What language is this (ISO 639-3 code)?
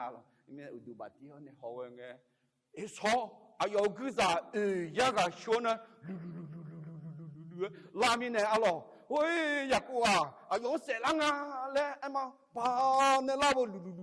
ahk